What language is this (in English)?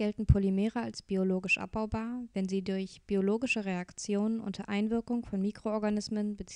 German